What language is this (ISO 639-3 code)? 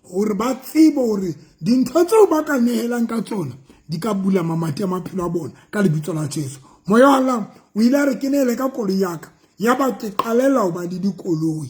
sot